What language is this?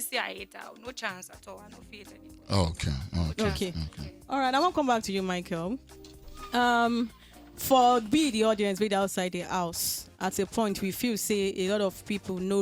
Nigerian Pidgin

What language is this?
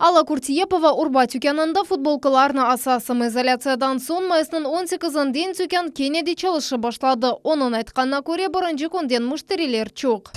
Crimean Tatar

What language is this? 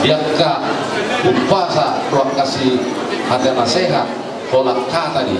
Batak Toba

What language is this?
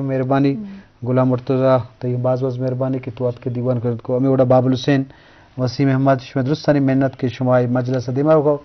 Eastern Balochi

